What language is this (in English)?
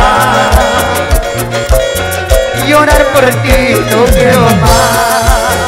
Spanish